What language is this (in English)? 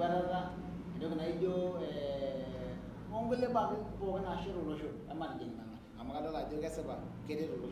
Masai